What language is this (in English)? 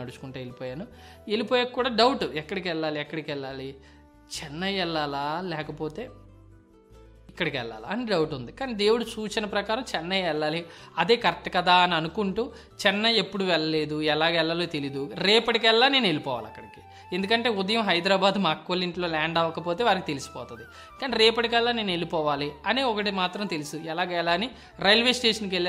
Telugu